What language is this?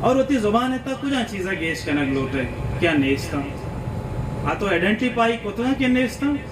Baluchi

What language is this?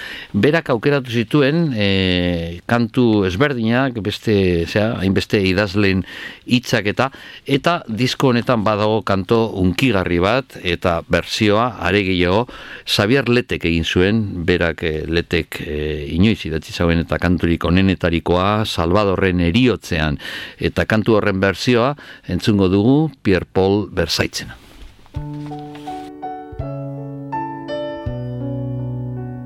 Basque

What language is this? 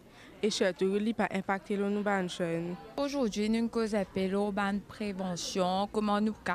Morisyen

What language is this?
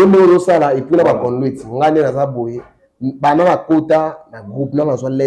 Lingala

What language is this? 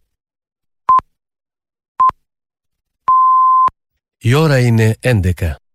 Greek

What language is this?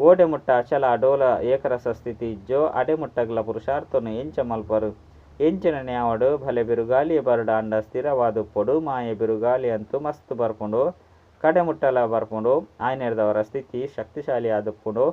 Tulu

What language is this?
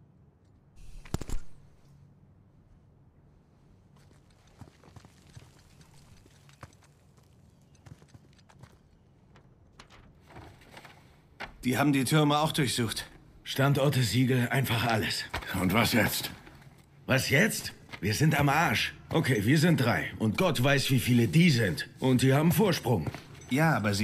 German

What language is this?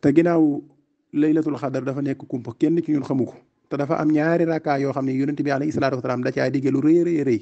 Wolof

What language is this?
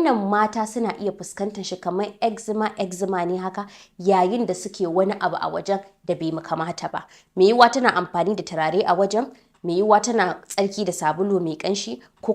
Hausa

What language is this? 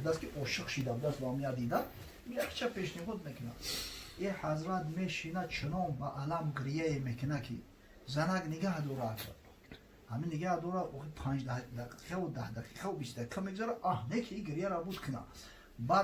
Tajik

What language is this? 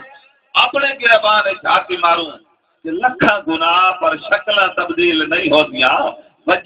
Saraiki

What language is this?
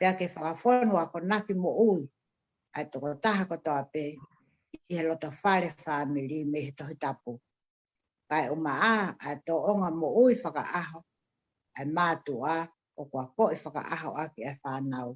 Tongan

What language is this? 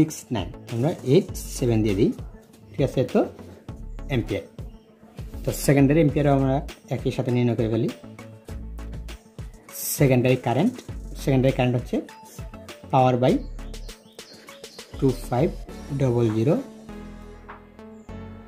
Bangla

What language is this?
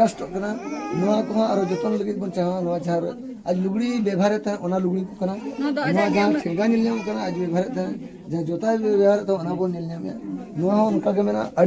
Santali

